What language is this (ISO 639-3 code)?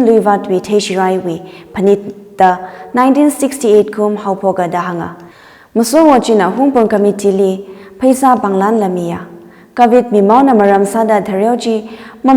nmf